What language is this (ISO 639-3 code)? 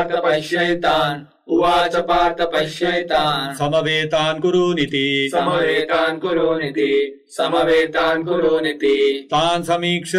san